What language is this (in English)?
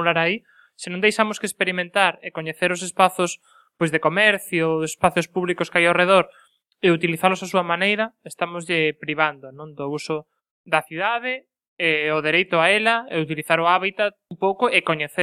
Galician